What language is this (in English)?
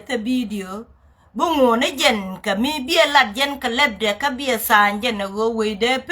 Nuer